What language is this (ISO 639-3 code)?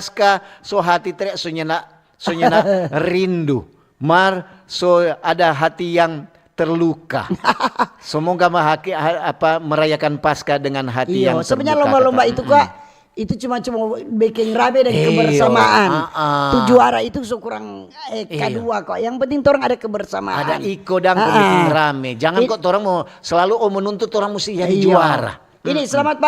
xmm